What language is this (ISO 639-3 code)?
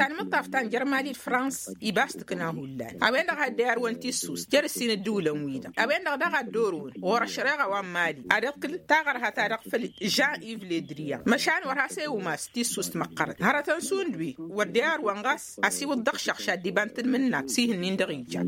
taq